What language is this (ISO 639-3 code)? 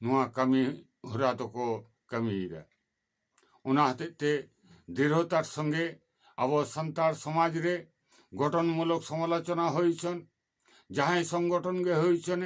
sat